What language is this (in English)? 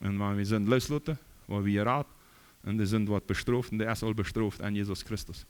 Plautdietsch